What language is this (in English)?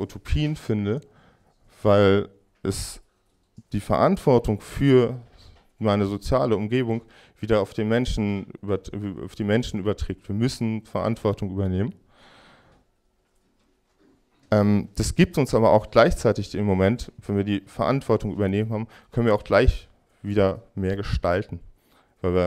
German